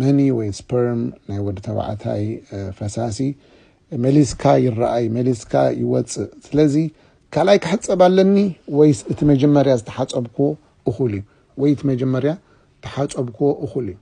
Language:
Tigrinya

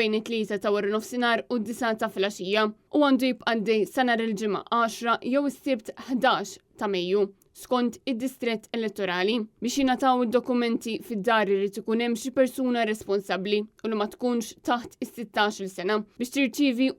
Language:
Maltese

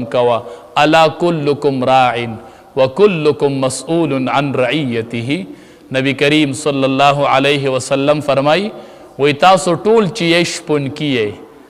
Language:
Pashto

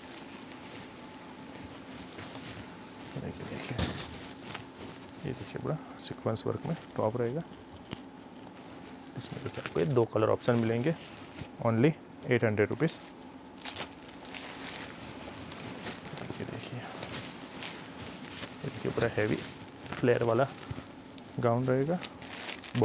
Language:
Hindi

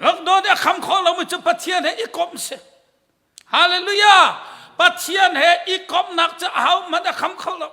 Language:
Hakha Chin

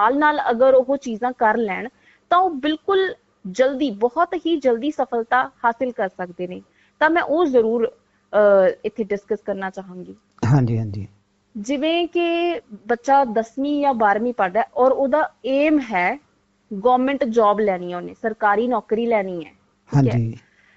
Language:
Punjabi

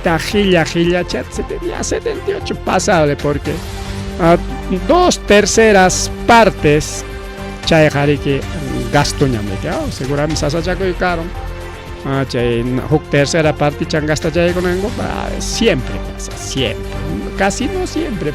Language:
Ayacucho Quechua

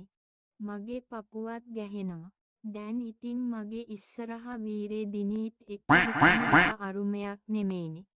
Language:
Sinhala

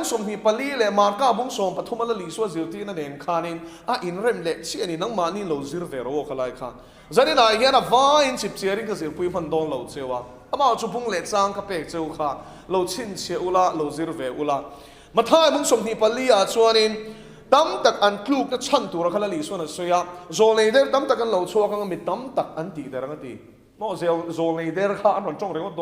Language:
Mizo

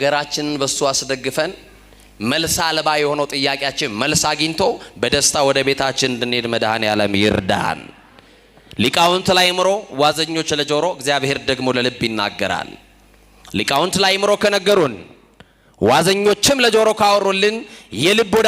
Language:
Amharic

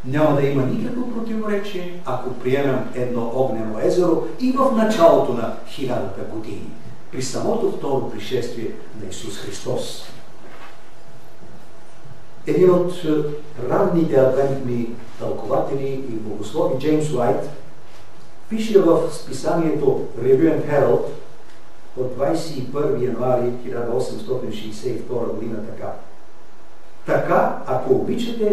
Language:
Bulgarian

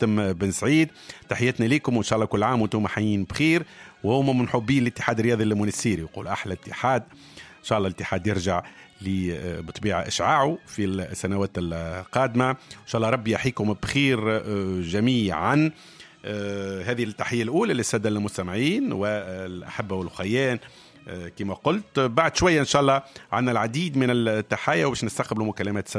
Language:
Tunisian Arabic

